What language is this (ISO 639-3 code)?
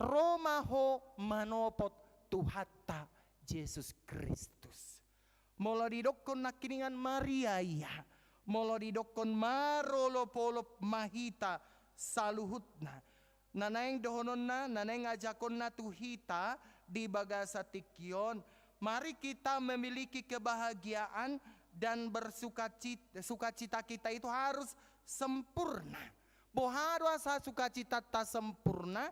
bbc